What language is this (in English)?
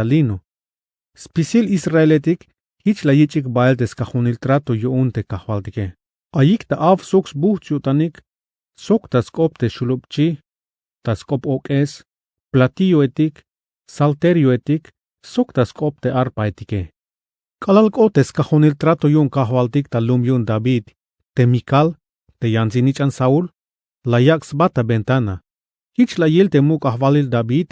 Tzeltal